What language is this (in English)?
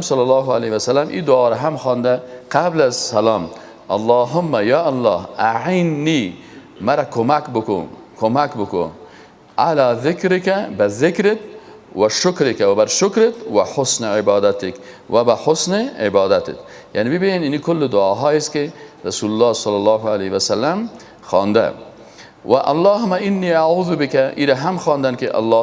Persian